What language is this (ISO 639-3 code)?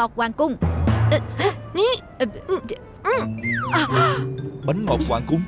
vie